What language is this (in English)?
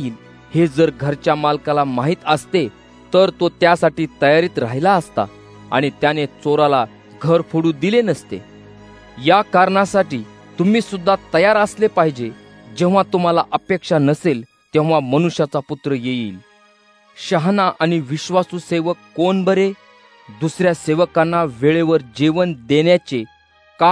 Marathi